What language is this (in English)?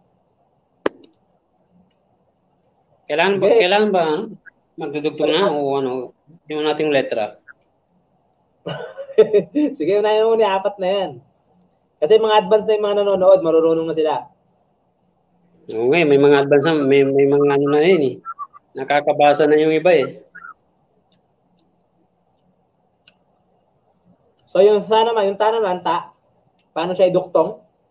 Filipino